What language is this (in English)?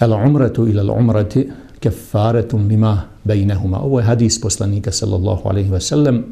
Bosnian